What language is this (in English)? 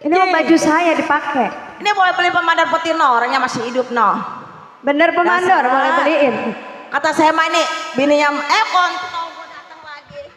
Betawi